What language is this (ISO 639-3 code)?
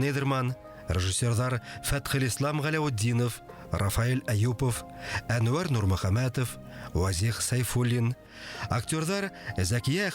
bak